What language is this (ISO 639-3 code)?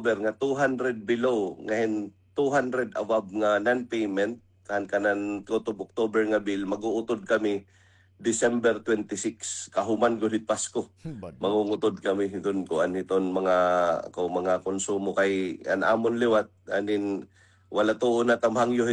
war